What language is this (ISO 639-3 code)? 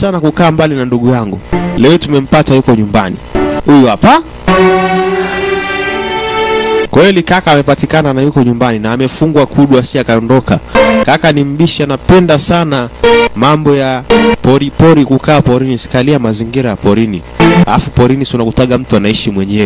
swa